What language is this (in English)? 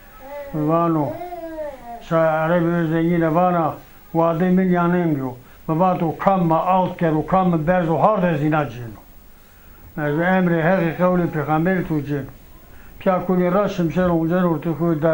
Zaza